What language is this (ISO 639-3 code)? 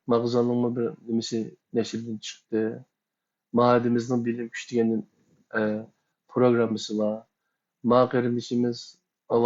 uig